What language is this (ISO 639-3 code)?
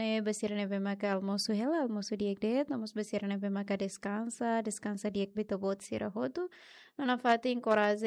tet